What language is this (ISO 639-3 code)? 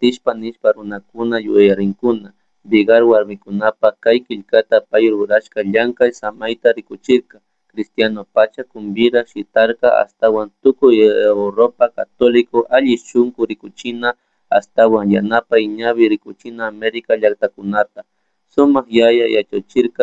qug